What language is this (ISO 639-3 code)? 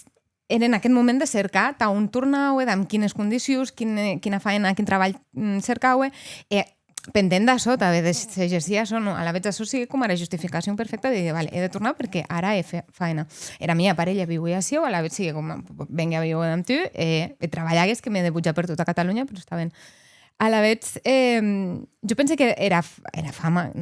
oci